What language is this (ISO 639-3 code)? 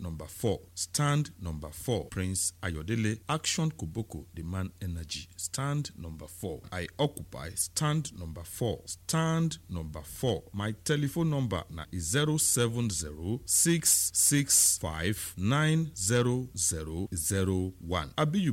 pcm